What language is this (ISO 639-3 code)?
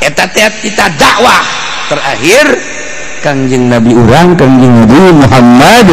sun